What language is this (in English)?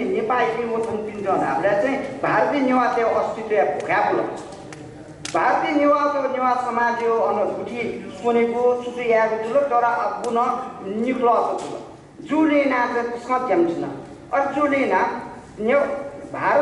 Newari